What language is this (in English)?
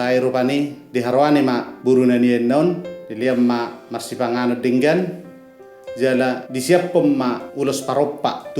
Batak Toba